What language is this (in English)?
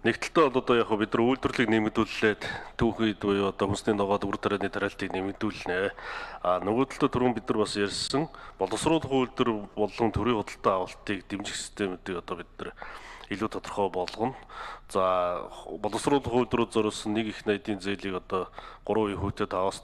Mongolian